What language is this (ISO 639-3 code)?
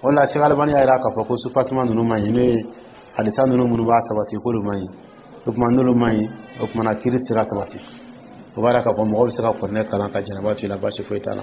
dyu